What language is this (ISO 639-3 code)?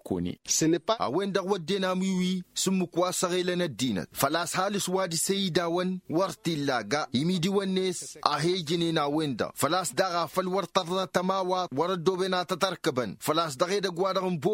taq